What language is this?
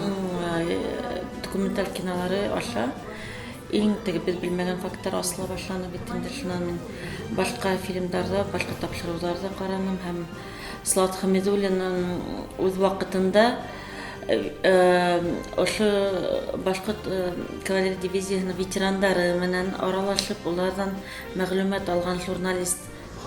Bashkir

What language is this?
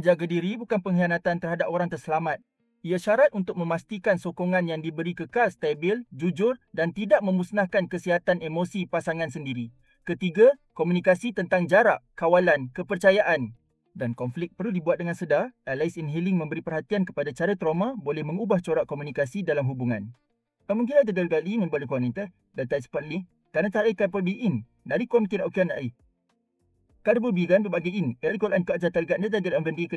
Malay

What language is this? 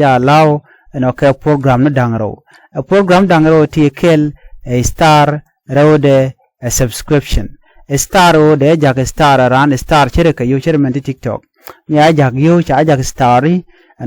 Nuer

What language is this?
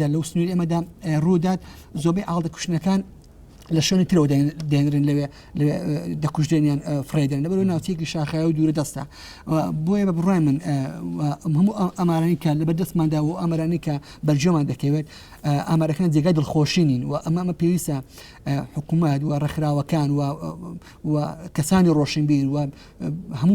Central Kurdish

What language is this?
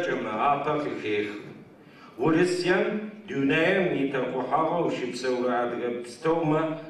Adyghe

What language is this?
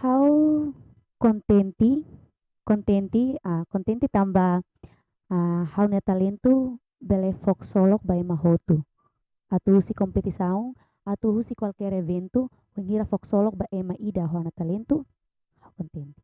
Tetum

